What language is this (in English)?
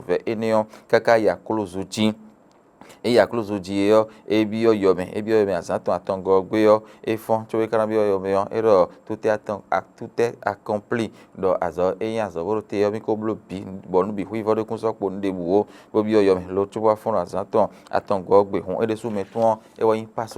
Fon